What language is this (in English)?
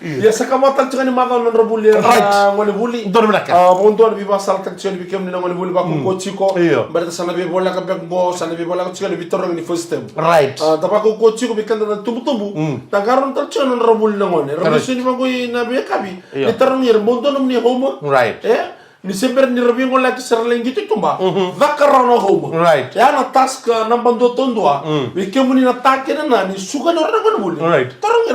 Fijian